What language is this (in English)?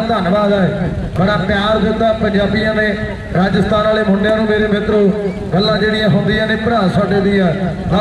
Punjabi